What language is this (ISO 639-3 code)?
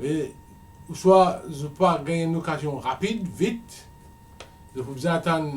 mfe